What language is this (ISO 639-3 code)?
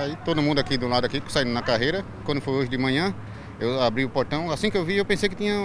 por